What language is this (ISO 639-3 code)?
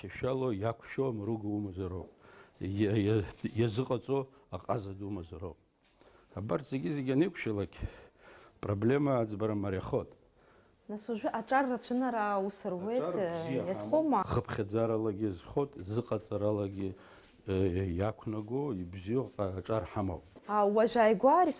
abk